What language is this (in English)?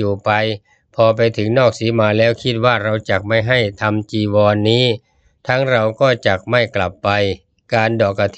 Thai